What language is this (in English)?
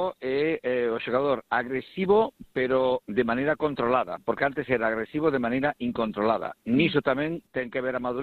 Galician